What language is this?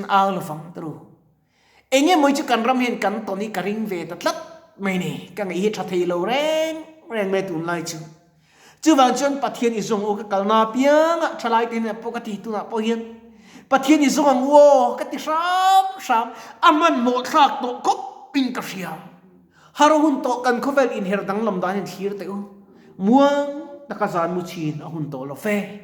Mizo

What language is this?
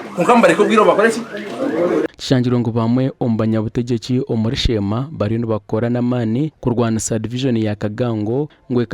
Nyankole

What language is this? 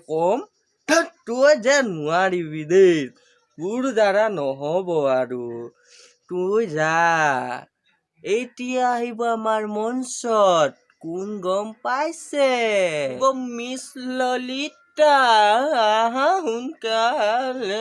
Assamese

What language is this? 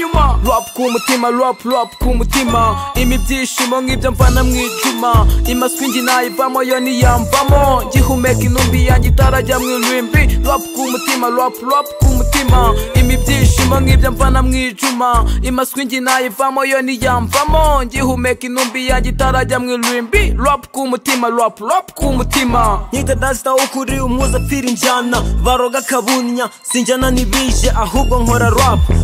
Kinyarwanda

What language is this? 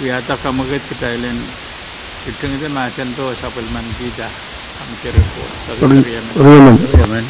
Pohnpeian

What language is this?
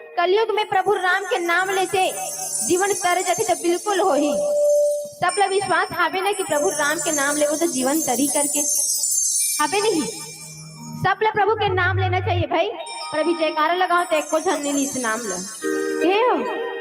Chhattisgarhi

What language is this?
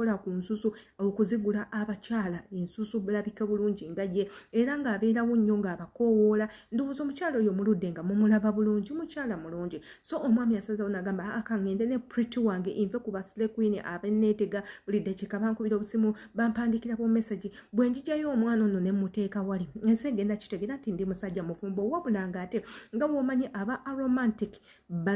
Ganda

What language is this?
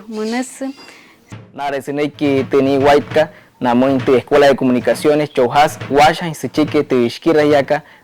Wayuu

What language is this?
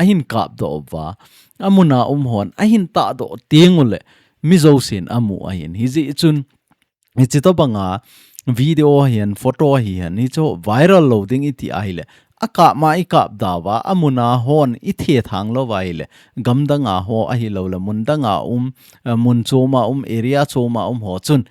Thado Chin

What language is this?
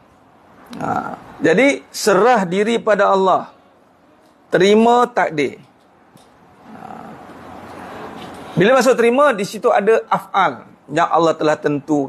Malay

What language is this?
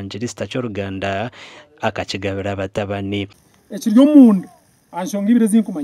Nyankole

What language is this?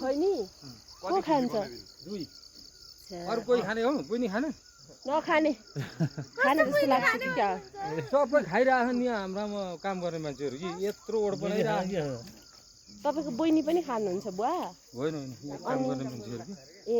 Nepali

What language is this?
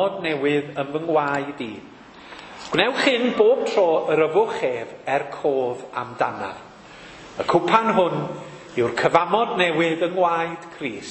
Welsh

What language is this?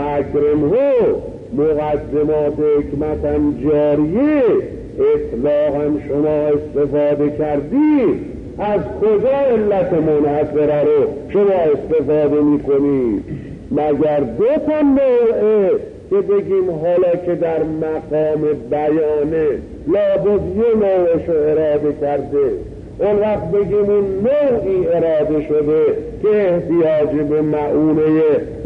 Persian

